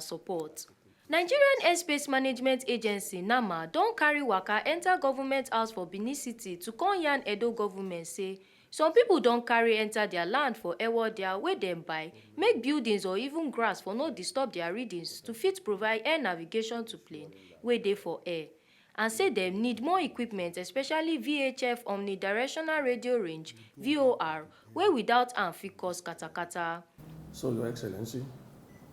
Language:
Nigerian Pidgin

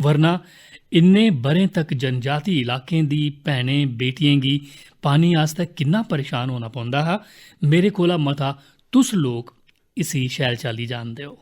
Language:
Dogri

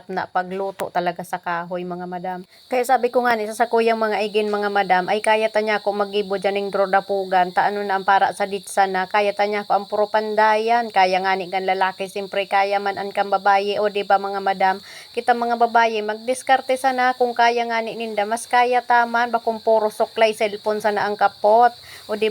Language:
Bikol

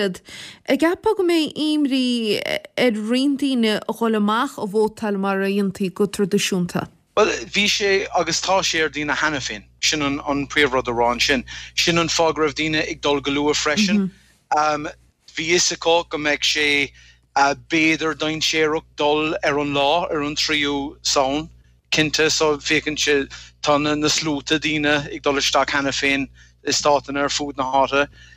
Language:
Irish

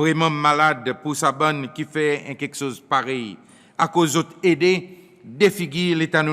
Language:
Seselwa Creole French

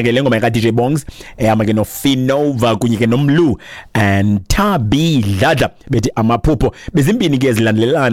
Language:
Xhosa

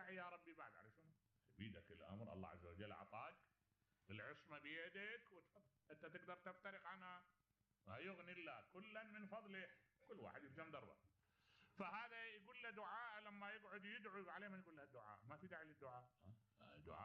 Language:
Mesopotamian Arabic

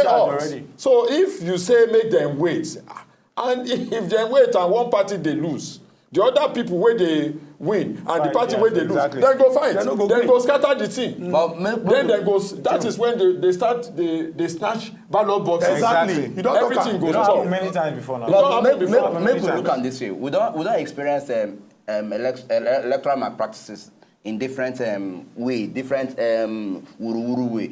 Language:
Nigerian Pidgin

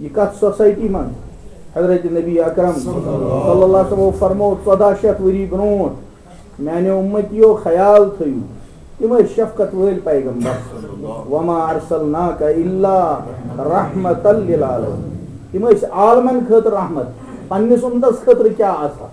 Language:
Kashmiri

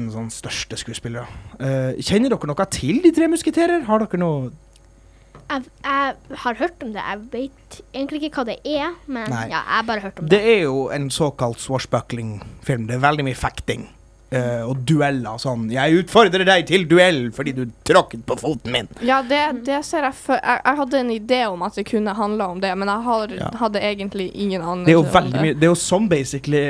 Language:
Norwegian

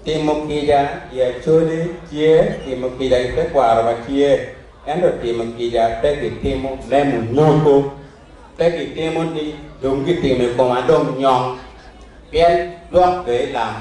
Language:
Acoli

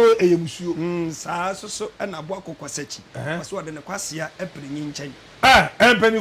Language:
Akan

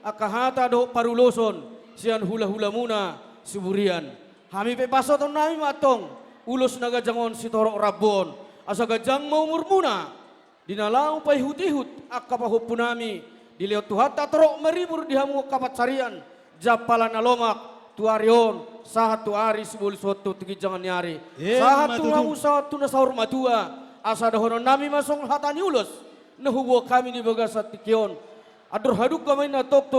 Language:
Batak Toba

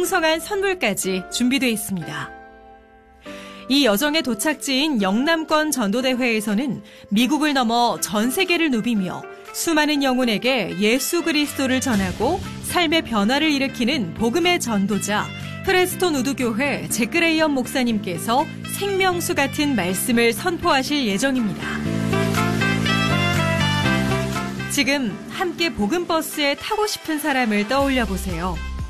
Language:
Korean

